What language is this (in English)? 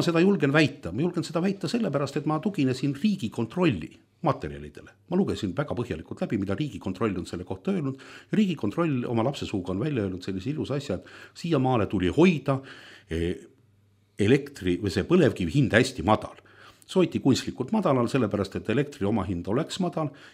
Estonian